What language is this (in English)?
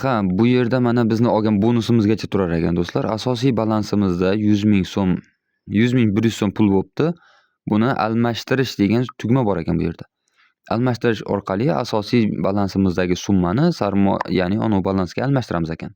Uzbek